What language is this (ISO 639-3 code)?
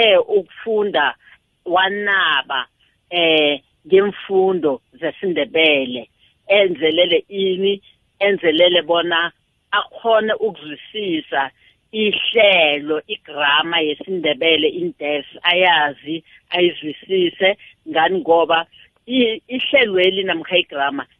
nbl